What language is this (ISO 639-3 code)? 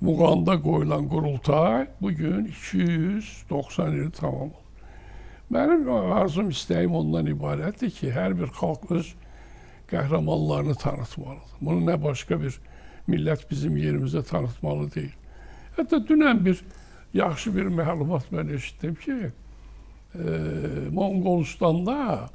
aze